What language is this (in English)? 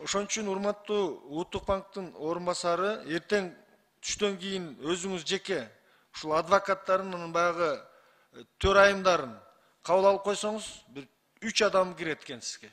Kyrgyz